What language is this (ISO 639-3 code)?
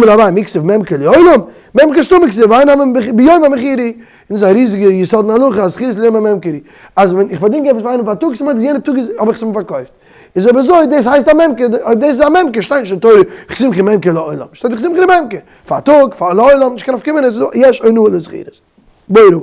yid